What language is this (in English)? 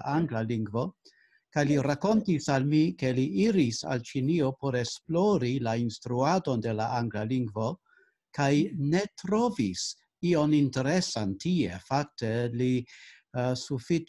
Esperanto